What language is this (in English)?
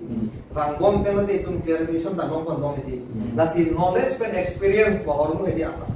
Karbi